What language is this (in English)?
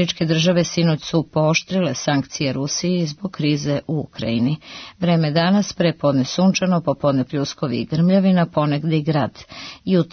Serbian